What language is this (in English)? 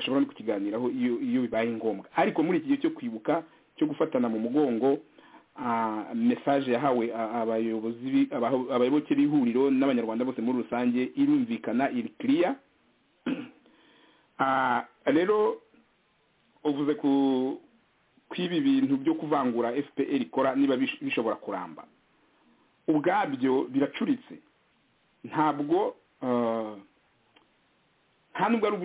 Kinyarwanda